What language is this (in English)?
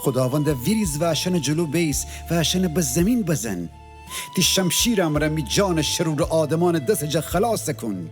Gilaki